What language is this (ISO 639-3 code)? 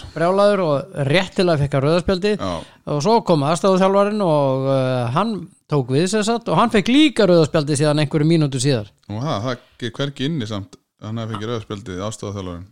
isl